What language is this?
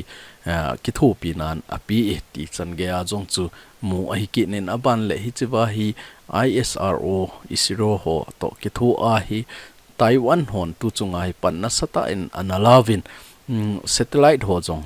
Thado Chin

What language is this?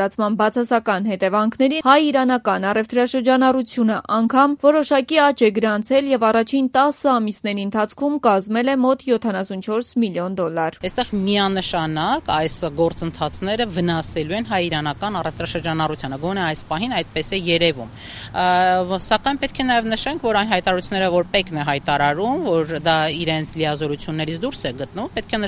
Armenian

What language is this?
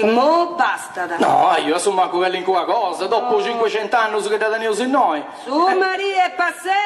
Sardinian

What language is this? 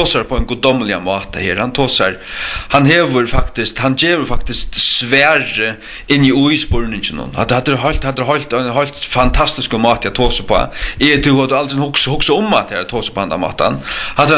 Faroese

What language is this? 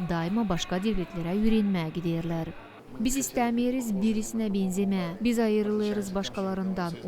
Gagauz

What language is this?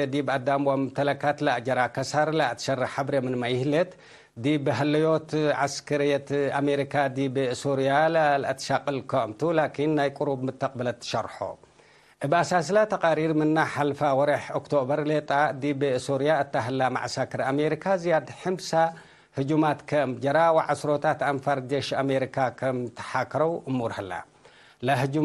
Tigre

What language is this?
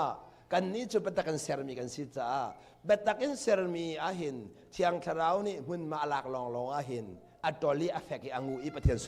Hakha Chin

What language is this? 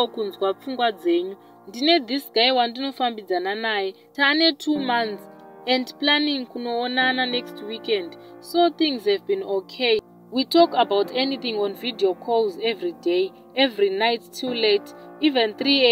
Shona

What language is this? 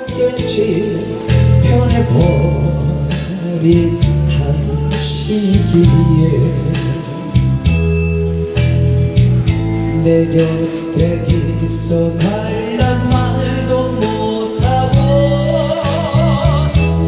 Korean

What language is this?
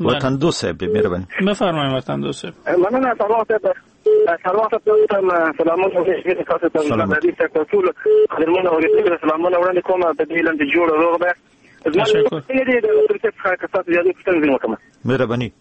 Persian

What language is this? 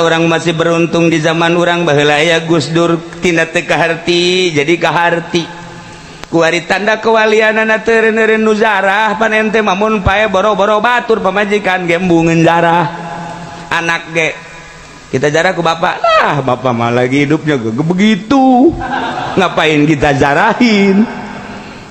Sundanese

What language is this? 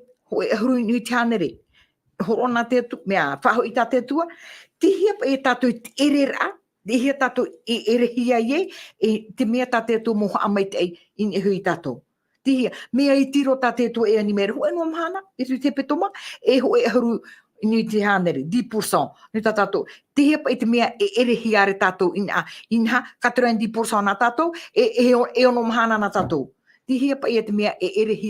Tahitian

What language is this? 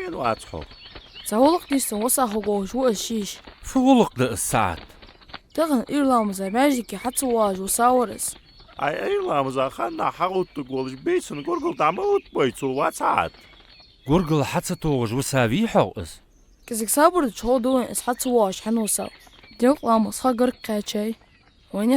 Ingush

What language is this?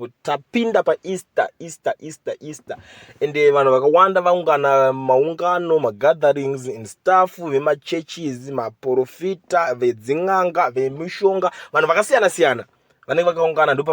Shona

